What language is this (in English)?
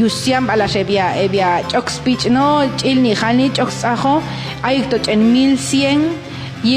Popti'